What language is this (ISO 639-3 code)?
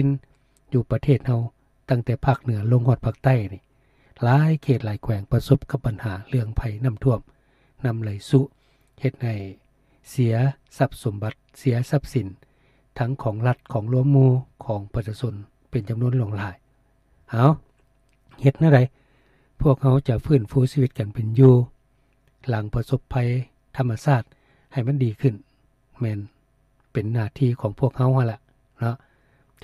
lao